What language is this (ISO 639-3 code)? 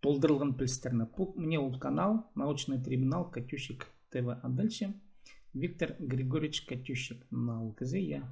kjh